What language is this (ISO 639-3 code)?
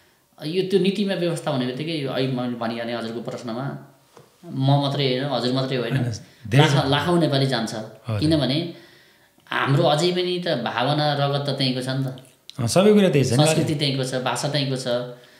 nep